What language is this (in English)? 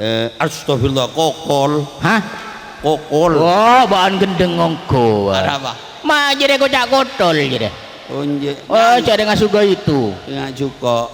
Madurese